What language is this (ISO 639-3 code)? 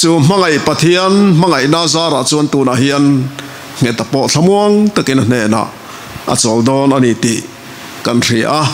lus